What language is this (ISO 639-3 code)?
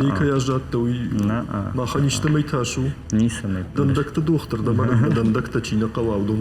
oss